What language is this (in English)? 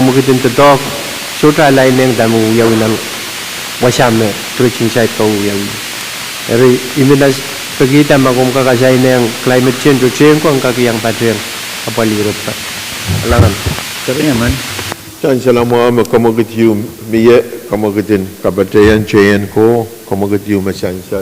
Pohnpeian